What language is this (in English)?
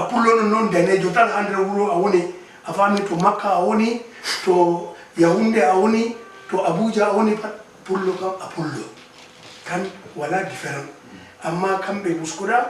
Fula